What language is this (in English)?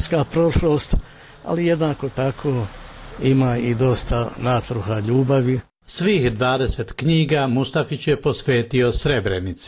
Bosnian